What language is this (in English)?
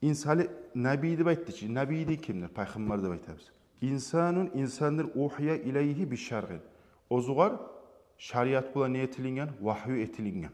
Kumyk